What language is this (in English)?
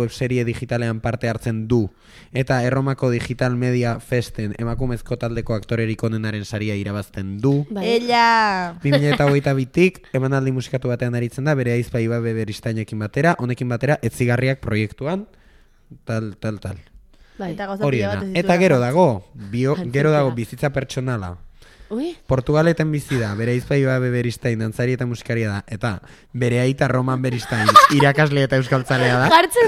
Basque